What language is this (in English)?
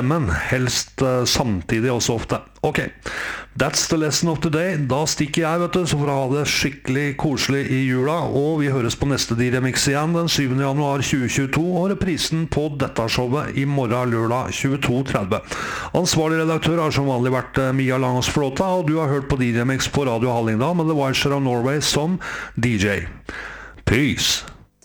Norwegian